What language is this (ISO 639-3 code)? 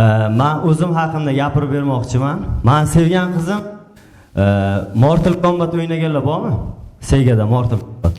uzb